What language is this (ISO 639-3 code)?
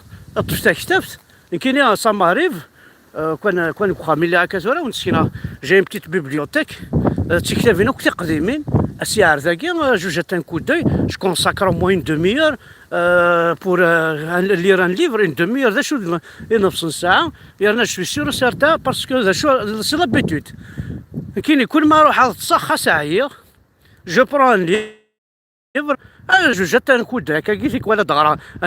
kab